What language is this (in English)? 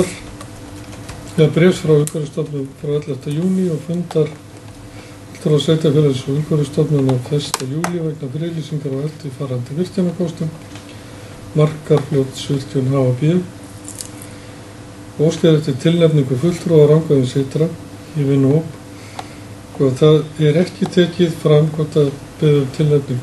Icelandic